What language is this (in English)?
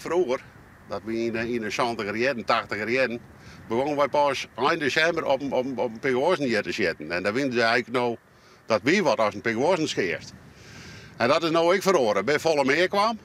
Western Frisian